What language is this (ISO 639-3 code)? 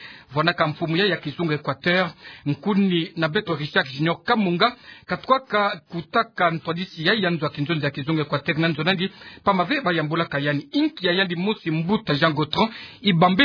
ktu